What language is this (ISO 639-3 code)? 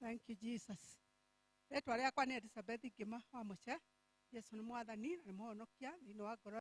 kik